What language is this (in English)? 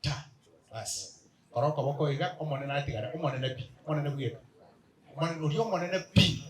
Gusii